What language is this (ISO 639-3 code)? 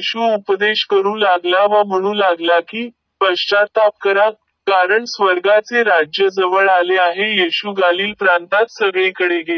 mar